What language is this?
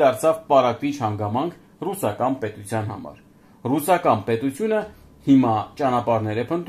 Armenian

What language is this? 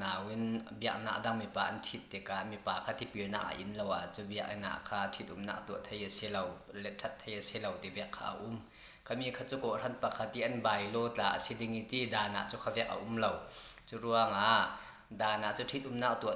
Falam Chin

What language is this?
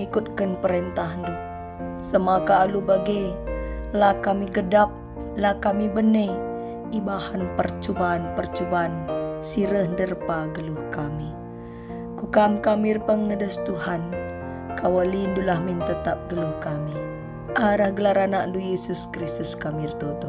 Batak Karo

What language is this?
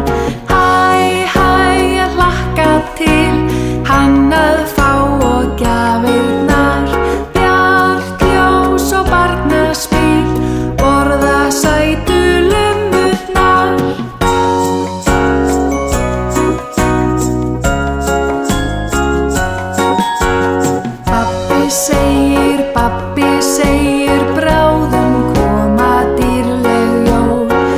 Icelandic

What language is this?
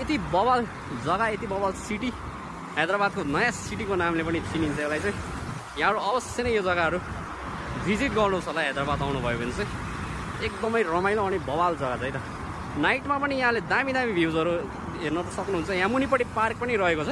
Nepali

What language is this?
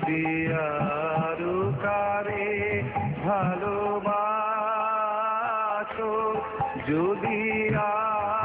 Bangla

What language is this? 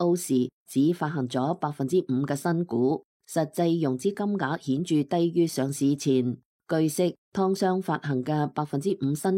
Cantonese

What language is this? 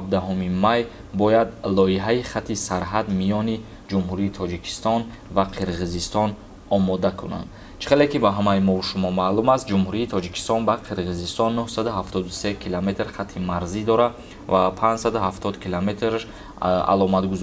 Tajik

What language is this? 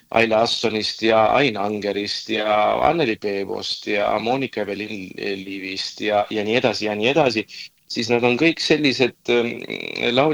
Estonian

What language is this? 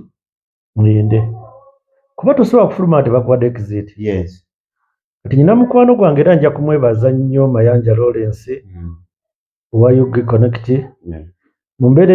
Ganda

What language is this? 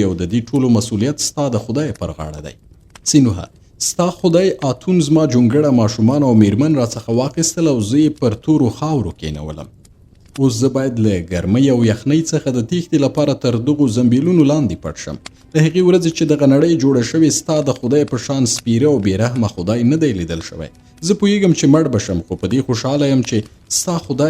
Pashto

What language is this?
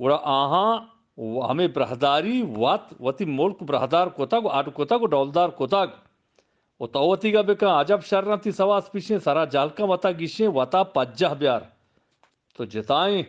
Eastern Balochi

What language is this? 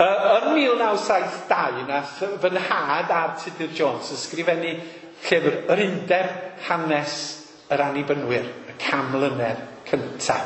Welsh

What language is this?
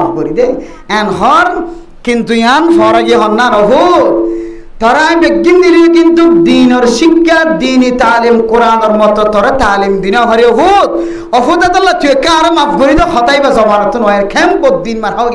Rohingya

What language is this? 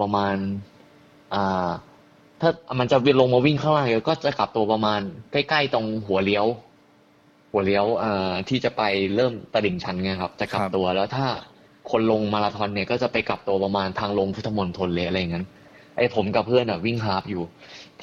Thai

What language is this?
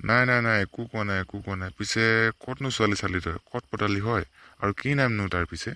Assamese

